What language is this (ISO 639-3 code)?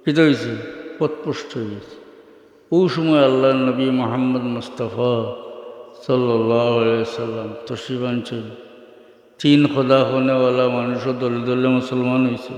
syl